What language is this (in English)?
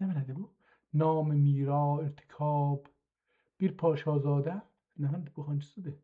South Azerbaijani